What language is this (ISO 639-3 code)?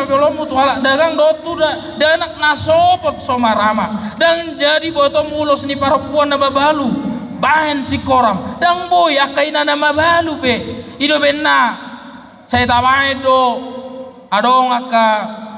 bbc